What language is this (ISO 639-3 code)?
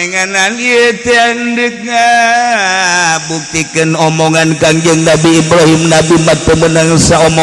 sun